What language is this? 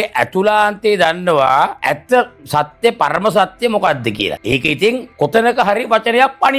Sinhala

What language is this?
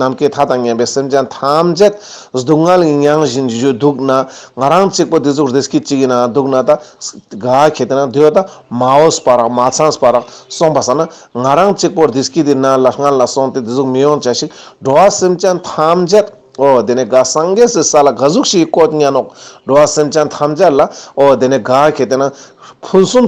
Ladakhi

